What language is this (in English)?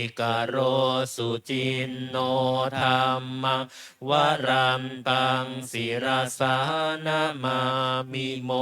Pali